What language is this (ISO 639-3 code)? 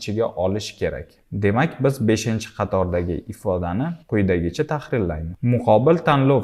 uzb